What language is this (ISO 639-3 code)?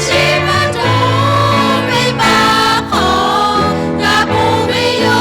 lhu